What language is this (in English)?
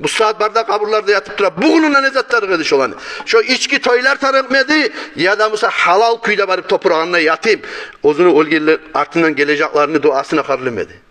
Kumyk